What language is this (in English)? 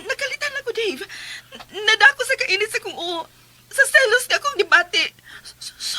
Cebuano